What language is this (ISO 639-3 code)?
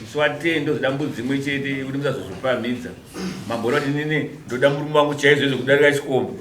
sna